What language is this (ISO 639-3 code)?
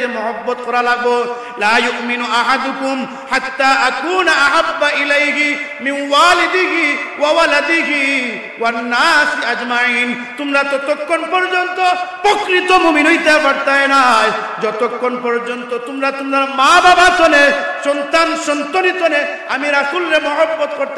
syl